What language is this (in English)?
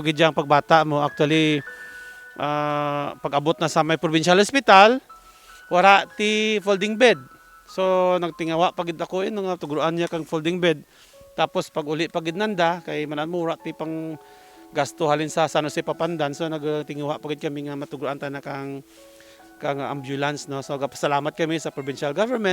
Kinaray-a